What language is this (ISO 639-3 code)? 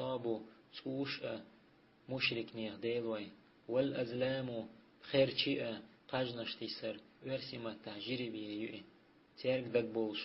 che